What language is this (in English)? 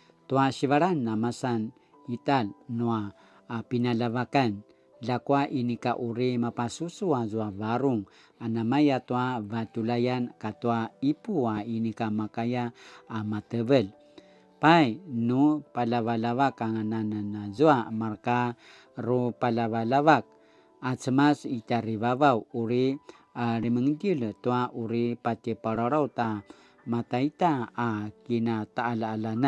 Paiwan